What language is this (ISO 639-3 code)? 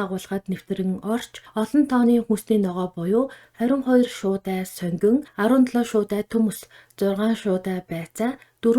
mon